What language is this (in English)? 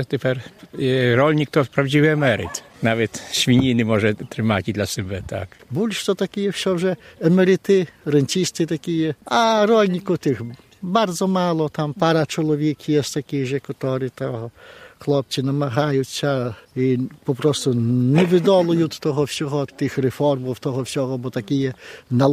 Belarusian